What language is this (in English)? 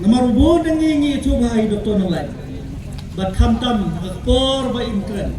Khasi